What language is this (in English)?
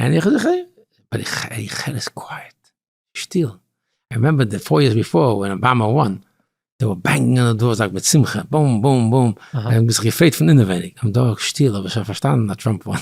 Yiddish